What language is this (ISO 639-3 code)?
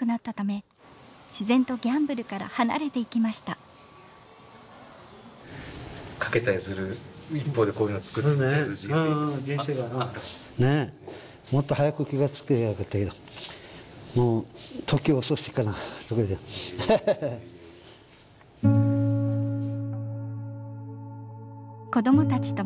jpn